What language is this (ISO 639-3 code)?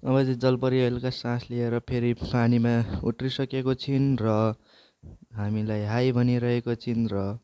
nep